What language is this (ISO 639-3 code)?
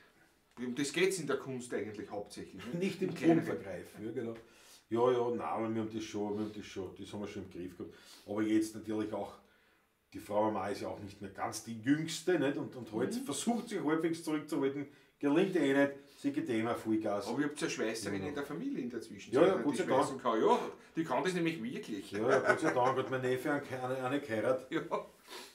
bar